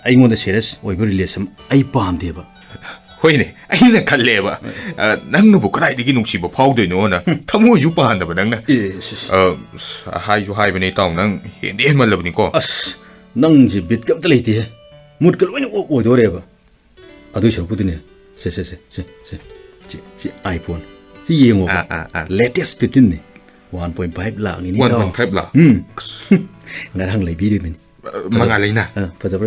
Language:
Manipuri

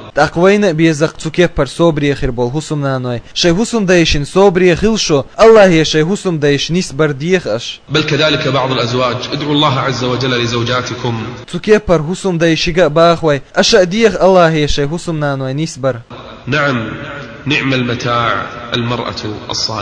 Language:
Chechen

